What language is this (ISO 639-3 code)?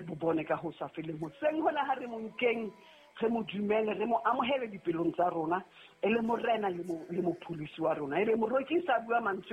sot